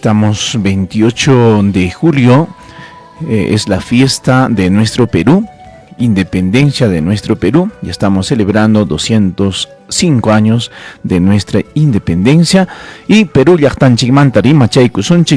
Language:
Ayacucho Quechua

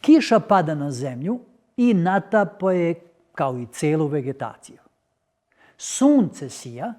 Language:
Macedonian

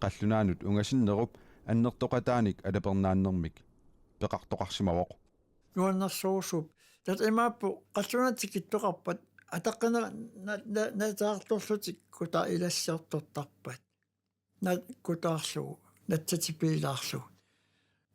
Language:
Kalaallisut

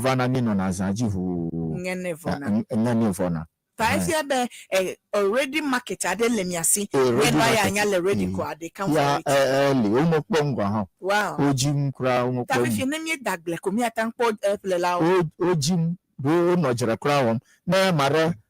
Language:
Ewe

